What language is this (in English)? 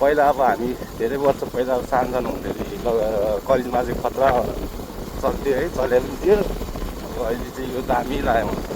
Nepali